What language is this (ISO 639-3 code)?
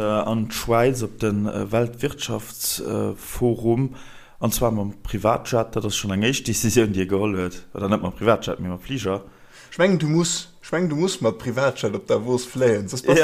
ltz